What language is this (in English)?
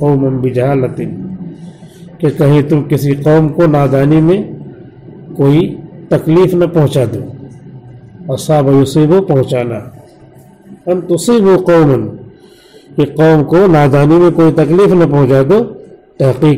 Urdu